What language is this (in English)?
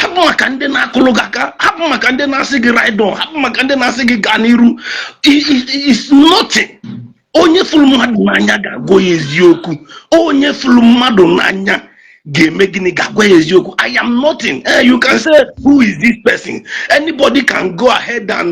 Igbo